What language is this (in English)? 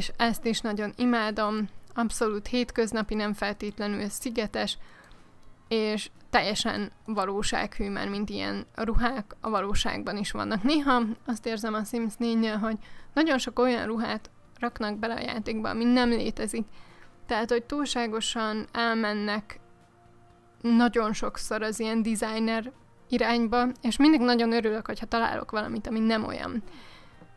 Hungarian